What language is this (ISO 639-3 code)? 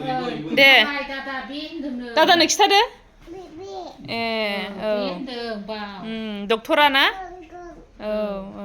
brx